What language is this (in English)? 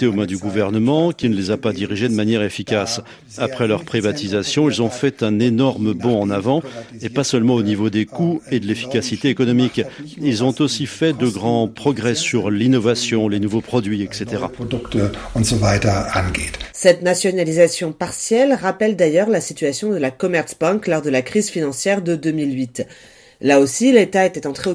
French